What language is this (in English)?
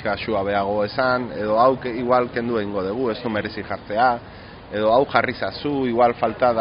Basque